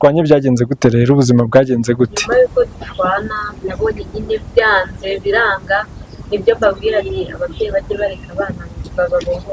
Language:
Kinyarwanda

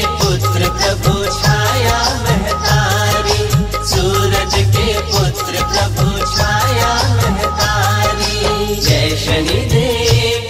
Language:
Hindi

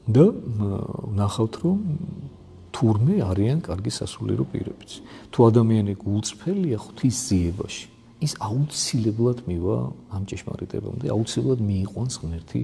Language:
Georgian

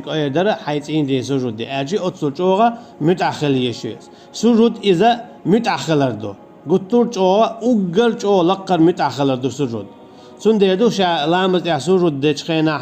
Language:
Chechen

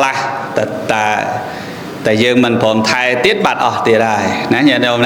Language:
Khmer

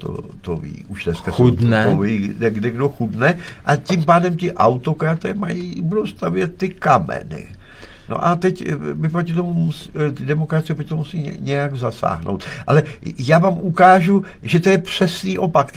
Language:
Czech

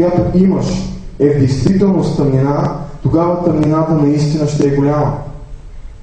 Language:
Bulgarian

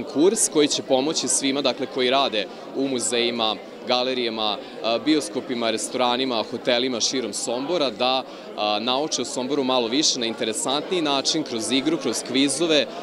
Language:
Serbian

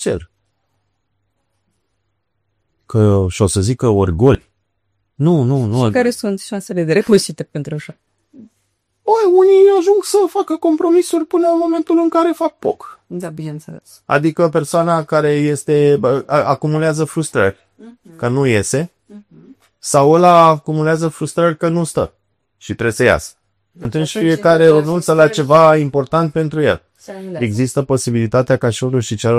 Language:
Romanian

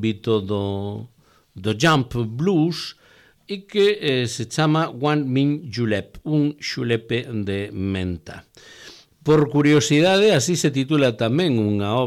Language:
Galician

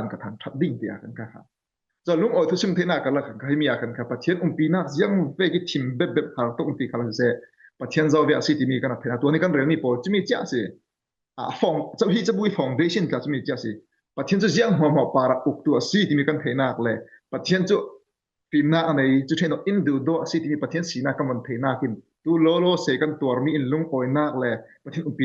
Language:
Falam Chin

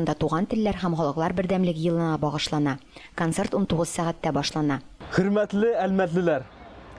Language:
Tatar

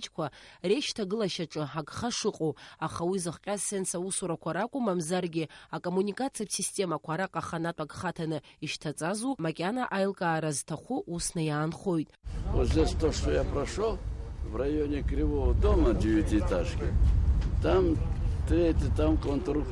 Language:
Abkhazian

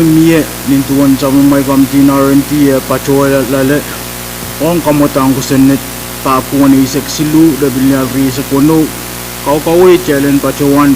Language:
Pohnpeian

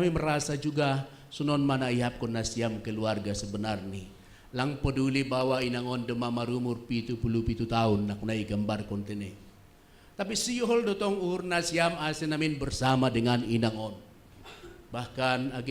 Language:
Batak Simalungun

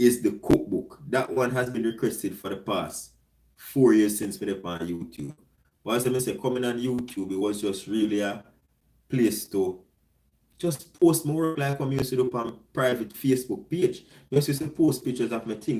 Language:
Jamaican Creole English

